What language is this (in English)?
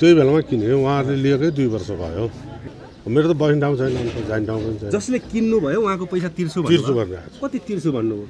Nepali